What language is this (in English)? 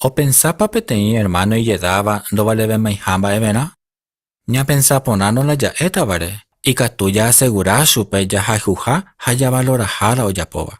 Guarani